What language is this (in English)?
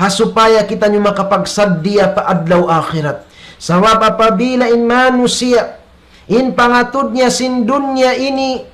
Tausug